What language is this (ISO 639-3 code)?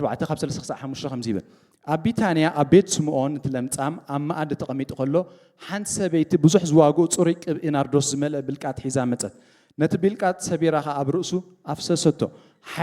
tir